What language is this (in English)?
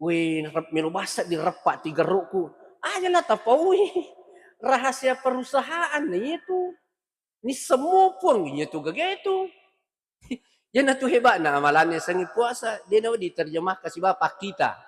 Buginese